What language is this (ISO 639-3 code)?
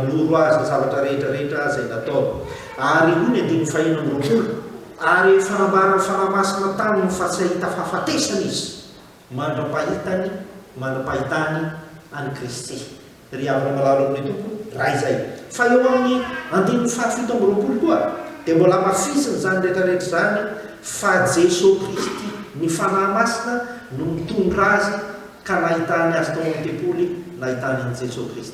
mlg